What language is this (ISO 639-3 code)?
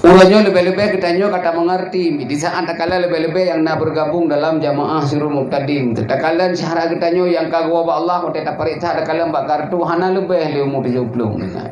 ace